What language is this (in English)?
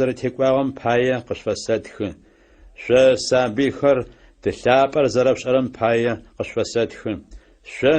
Adyghe